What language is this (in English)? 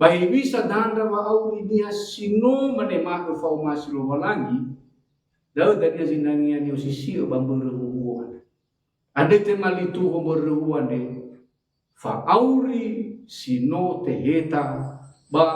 Nias